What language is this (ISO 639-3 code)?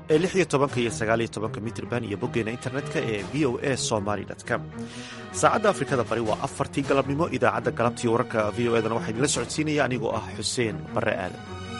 som